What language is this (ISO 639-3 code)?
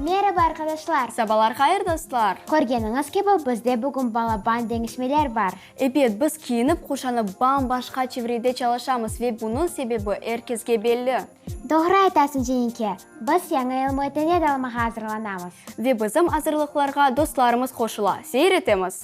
crh